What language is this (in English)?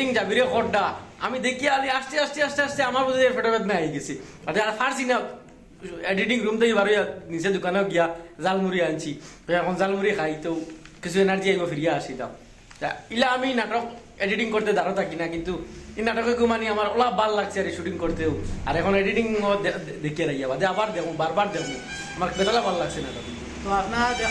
Sylheti